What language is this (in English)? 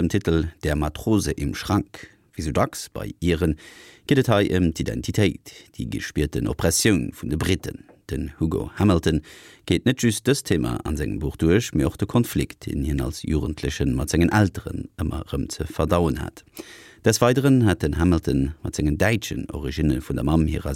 Luxembourgish